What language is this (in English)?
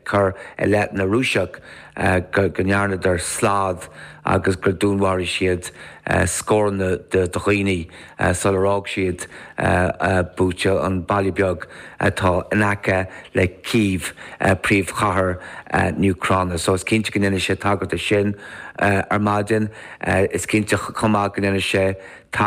Irish